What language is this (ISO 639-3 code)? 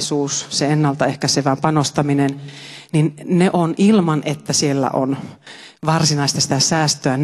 fin